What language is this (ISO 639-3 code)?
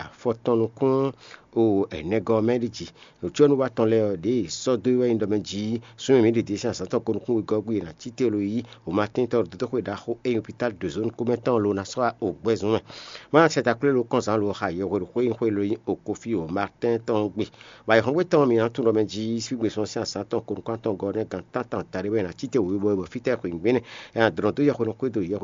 fon